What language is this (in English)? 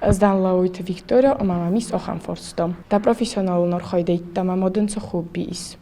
Ossetic